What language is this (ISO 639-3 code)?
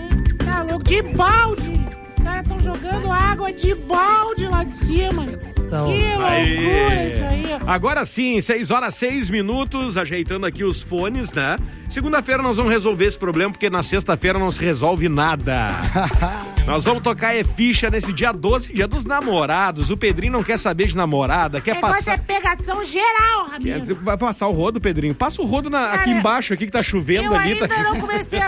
por